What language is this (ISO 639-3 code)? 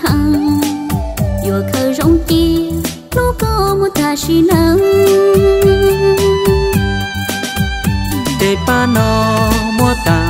vie